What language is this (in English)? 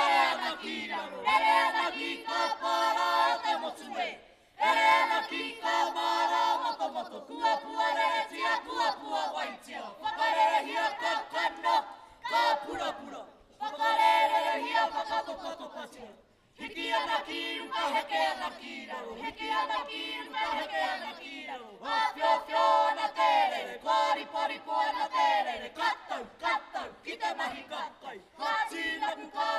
Māori